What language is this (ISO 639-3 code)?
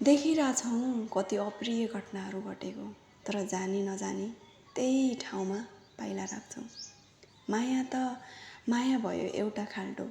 nep